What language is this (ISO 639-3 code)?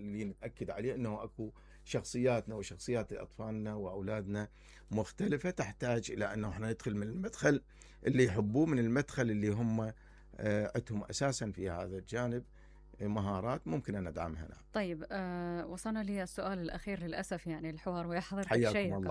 acm